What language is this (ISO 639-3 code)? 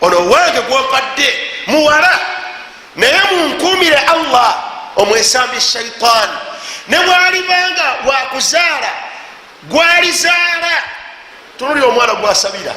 lug